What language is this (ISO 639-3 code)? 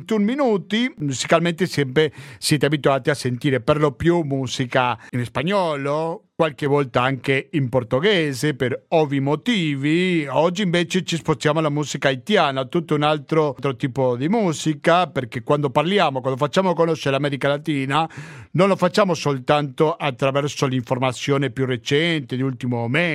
ita